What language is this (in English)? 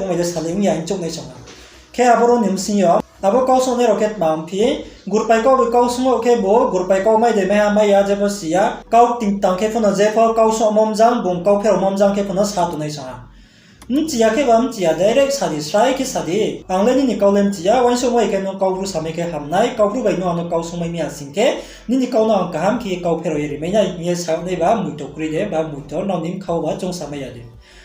Riang (India)